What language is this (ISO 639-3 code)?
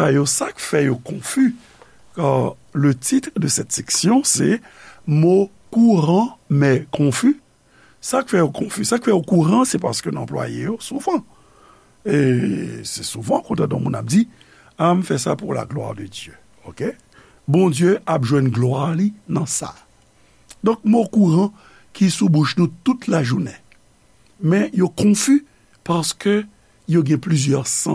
hat